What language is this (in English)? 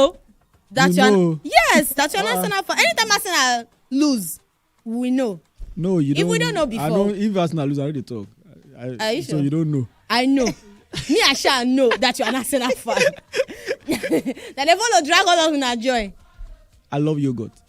Nigerian Pidgin